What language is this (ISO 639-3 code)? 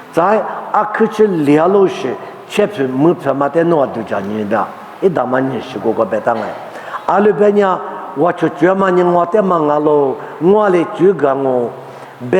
lis